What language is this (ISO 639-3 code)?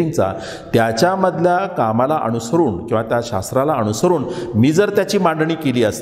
mar